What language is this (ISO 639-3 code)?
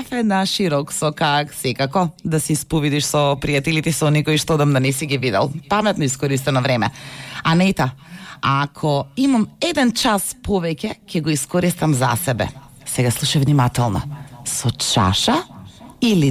mkd